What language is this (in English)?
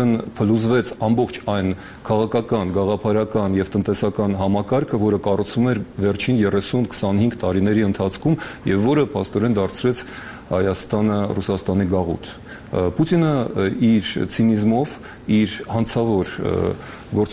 Armenian